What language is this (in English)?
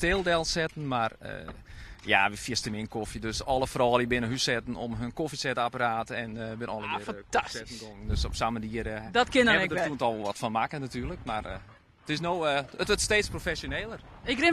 Western Frisian